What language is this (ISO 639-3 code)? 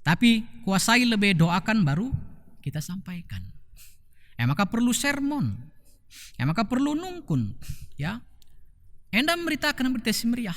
btx